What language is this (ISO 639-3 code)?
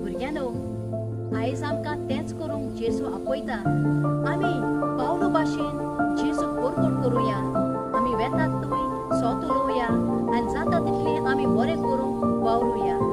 kok